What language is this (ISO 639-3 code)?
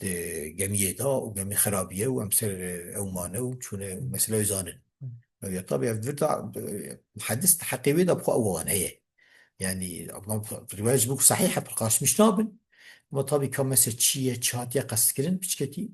kur